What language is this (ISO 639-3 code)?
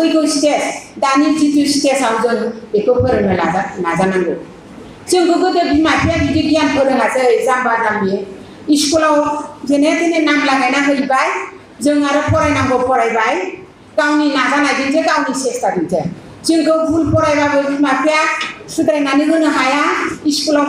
brx